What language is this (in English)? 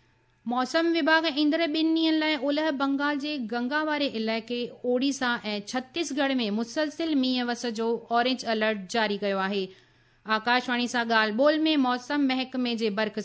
Sindhi